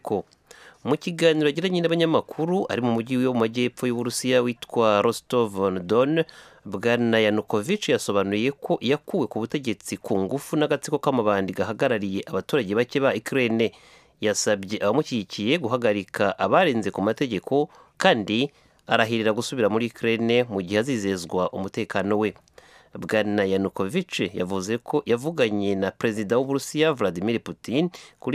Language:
Kinyarwanda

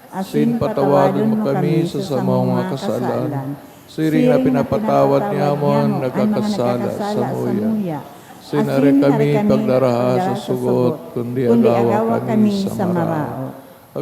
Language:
Bikol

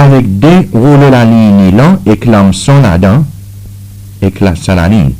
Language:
Seselwa Creole French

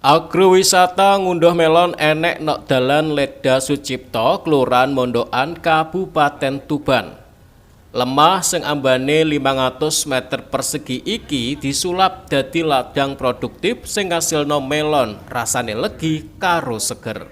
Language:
Javanese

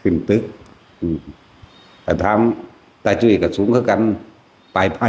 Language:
Northeastern Thai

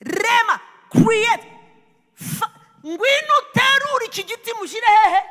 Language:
Kinyarwanda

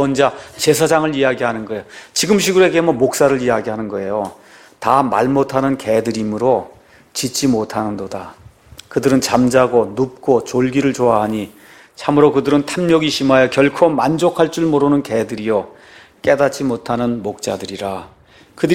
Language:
Korean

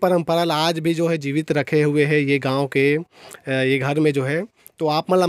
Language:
Chhattisgarhi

